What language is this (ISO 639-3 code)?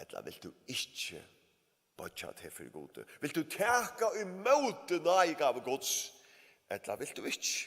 fao